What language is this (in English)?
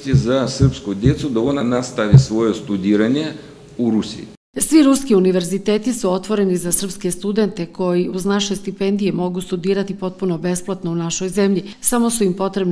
Serbian